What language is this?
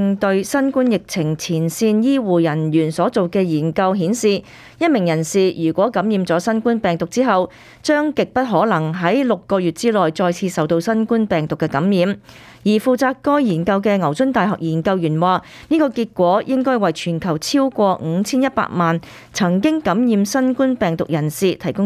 Cantonese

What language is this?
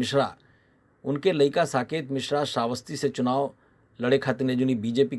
Bhojpuri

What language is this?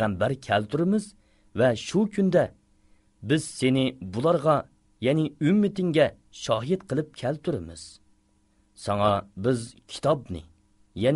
Uyghur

